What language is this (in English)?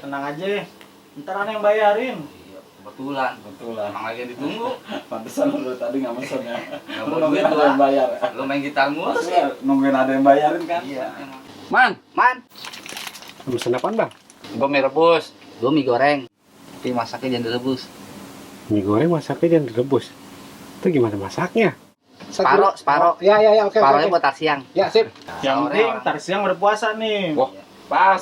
Betawi